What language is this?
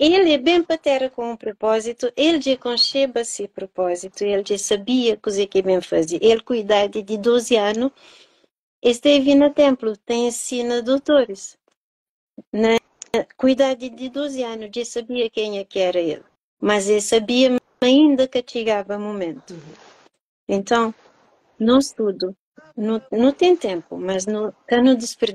Kabuverdianu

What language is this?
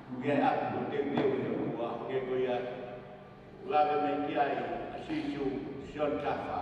Tongan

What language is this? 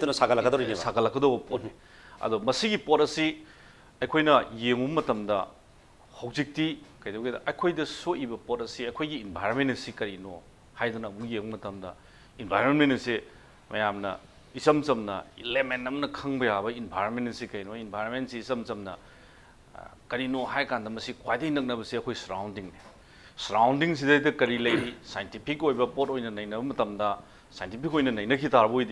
Manipuri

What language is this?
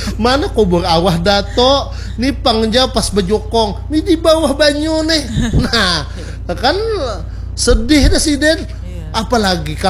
Banjar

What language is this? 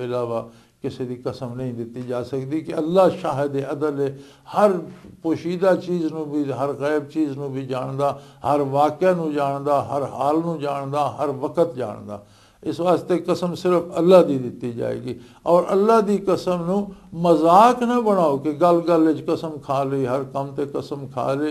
Western Panjabi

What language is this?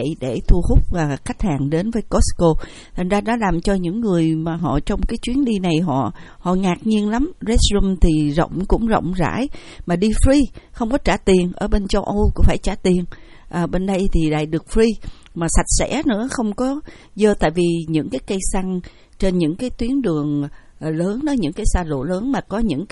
Vietnamese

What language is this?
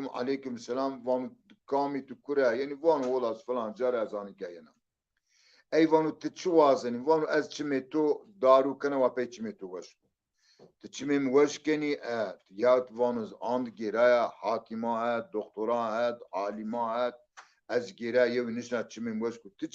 Zaza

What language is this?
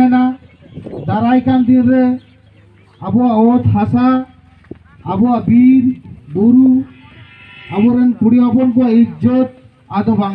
Santali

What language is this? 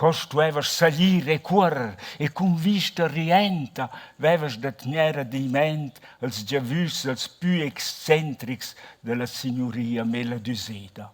Romansh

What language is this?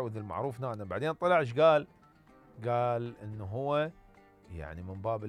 Mesopotamian Arabic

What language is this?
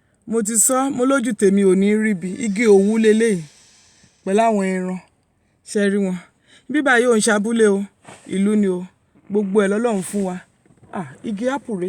Yoruba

